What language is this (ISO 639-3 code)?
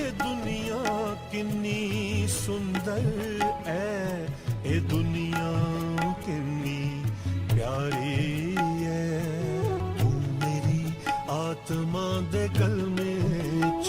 doi